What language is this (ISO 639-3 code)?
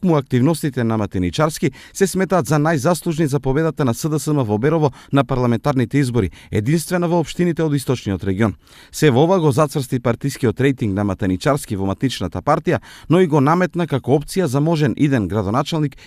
mkd